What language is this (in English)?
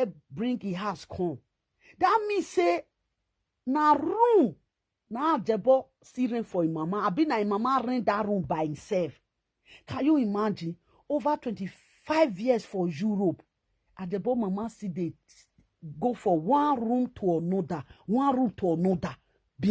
Nigerian Pidgin